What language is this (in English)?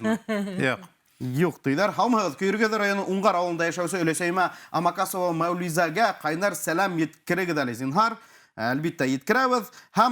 Bashkir